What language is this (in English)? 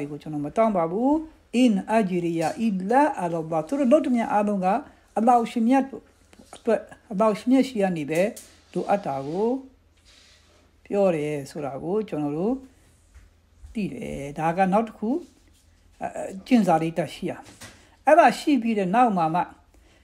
Burmese